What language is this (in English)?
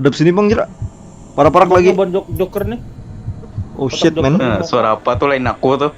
Banjar